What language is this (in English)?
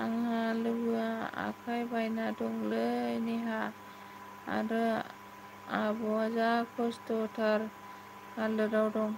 Bodo